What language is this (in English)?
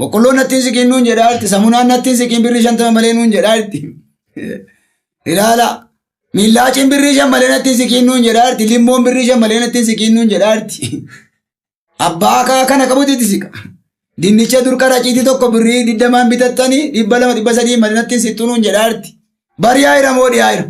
Oromo